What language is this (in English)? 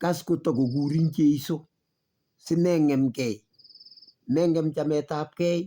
Kalenjin